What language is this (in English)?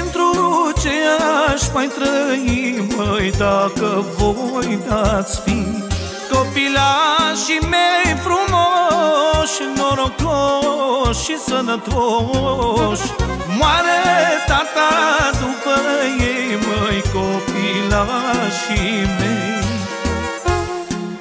Romanian